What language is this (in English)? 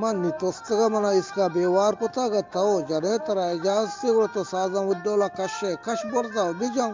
Eastern Balochi